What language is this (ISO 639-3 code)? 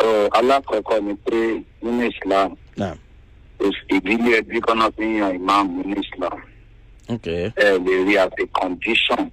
yor